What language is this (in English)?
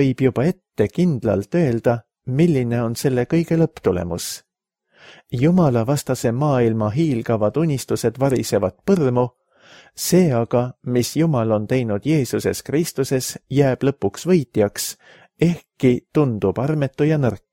Estonian